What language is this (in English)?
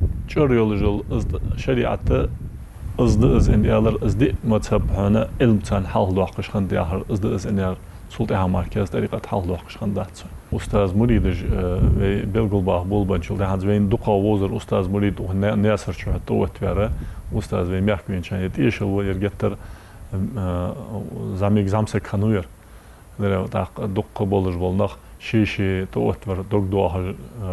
Ingush